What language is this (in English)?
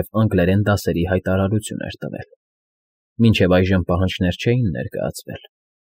Armenian